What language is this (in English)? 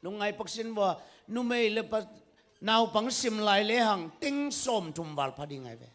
Tedim Chin